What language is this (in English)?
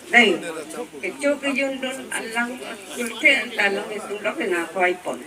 Karbi